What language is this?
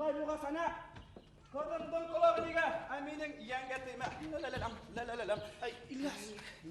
Bashkir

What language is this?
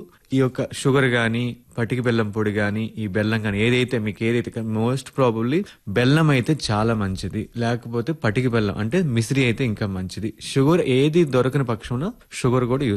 Telugu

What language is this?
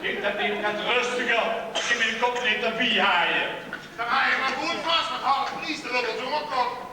Limburgish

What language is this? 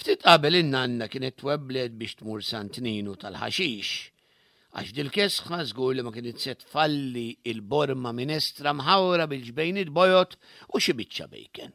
Maltese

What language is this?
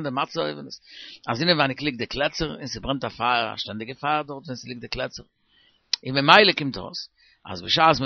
Yiddish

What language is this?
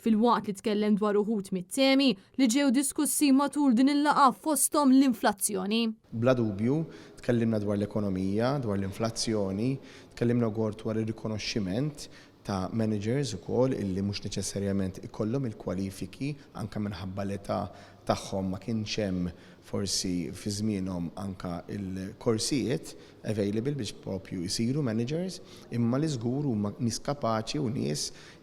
Maltese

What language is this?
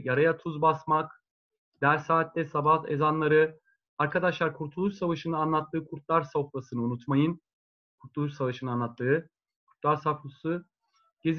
Turkish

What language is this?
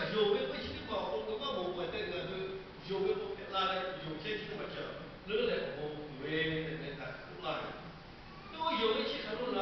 Lahu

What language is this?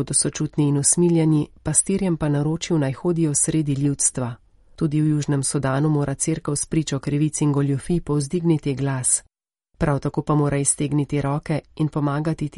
Slovenian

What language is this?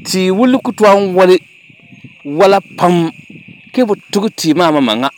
Dagbani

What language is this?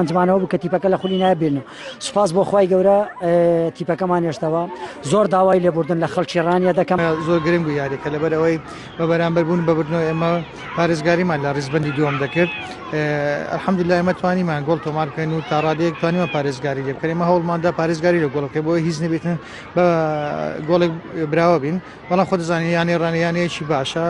Central Kurdish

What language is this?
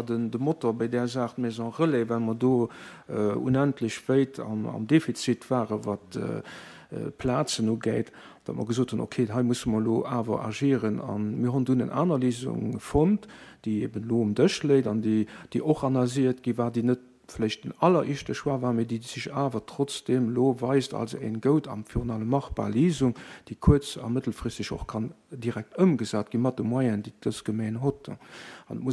Luxembourgish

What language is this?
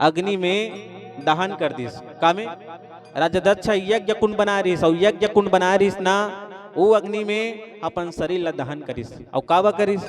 Chhattisgarhi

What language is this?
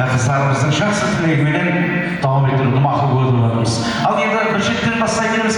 Kara-Kalpak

